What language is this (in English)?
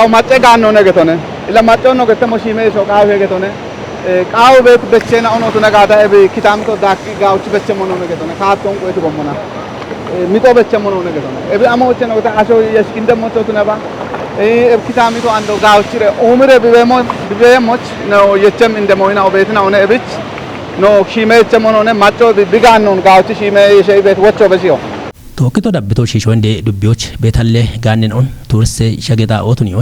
Kafa